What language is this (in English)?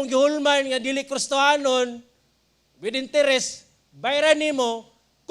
Cebuano